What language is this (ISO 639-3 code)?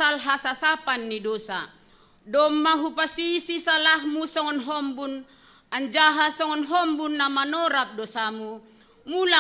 bts